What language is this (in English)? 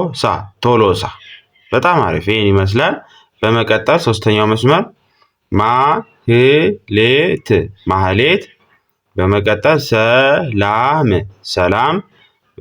Amharic